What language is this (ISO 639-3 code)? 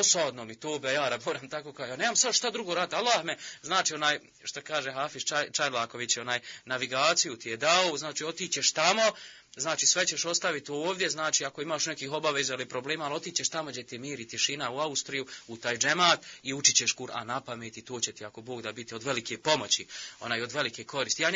bos